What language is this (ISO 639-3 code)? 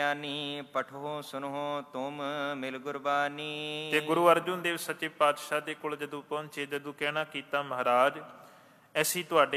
pan